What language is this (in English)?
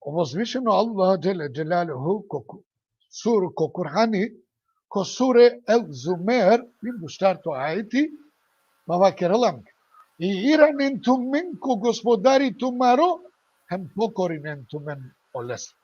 Balkan Romani